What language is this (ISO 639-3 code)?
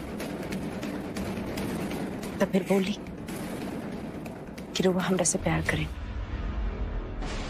bho